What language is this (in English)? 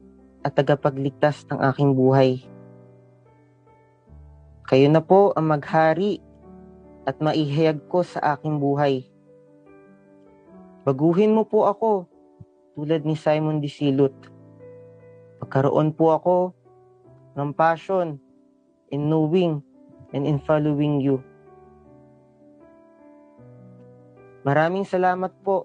Filipino